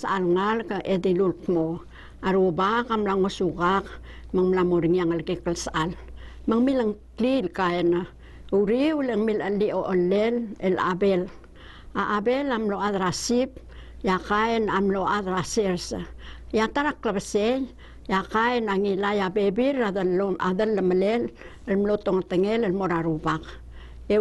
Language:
Palauan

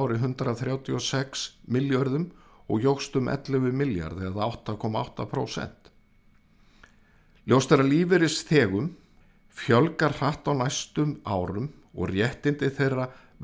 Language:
Icelandic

